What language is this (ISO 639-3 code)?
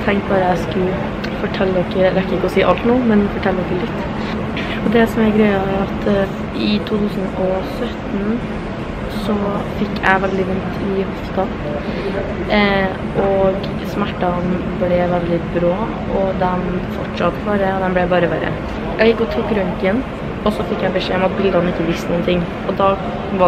nor